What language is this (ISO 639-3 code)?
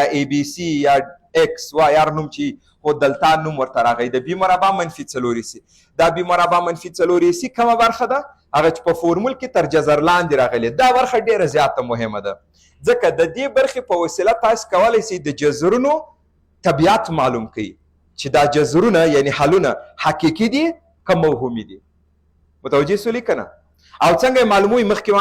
pus